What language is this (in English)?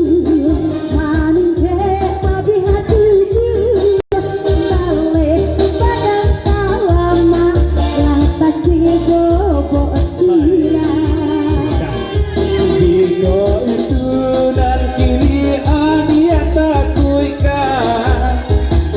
Minangkabau